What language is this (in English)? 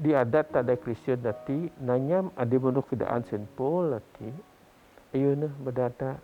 Biatah Bidayuh